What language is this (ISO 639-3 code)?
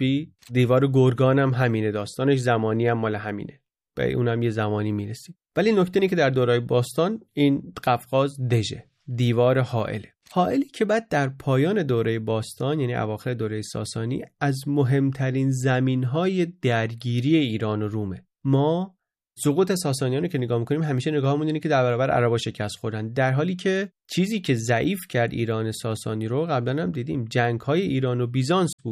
fas